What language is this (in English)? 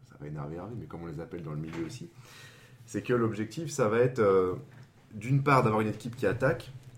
French